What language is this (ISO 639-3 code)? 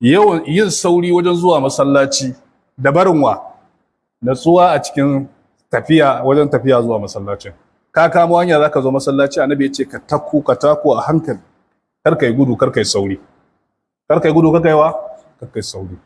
hau